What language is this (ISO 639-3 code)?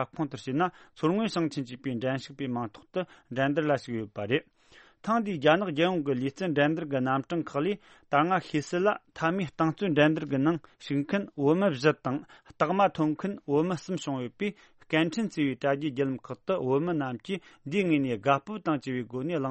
bod